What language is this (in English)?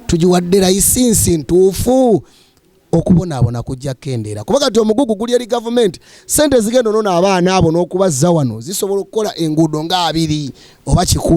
Ganda